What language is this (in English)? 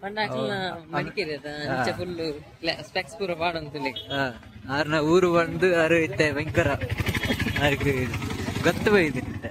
Tulu